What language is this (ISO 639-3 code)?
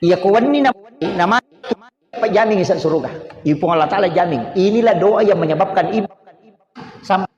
bug